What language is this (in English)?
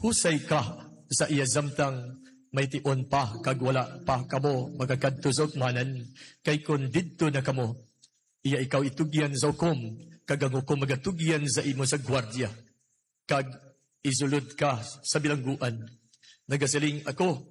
Hiligaynon